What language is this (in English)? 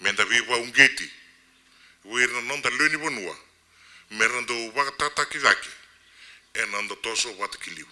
Fijian